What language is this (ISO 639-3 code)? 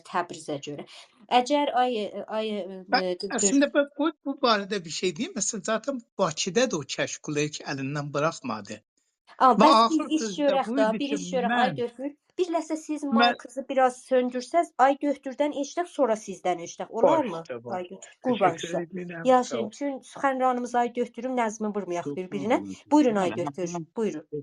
azb